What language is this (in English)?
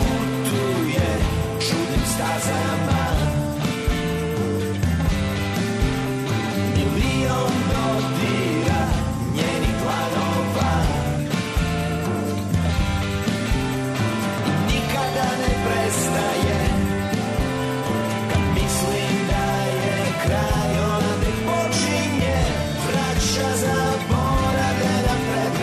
Serbian